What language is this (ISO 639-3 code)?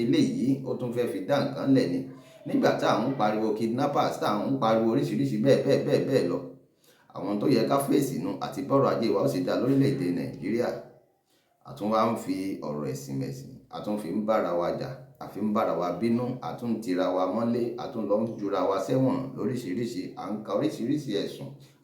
yor